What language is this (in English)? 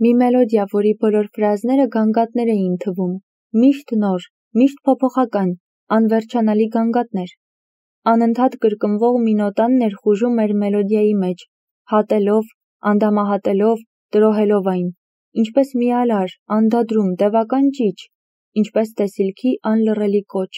Armenian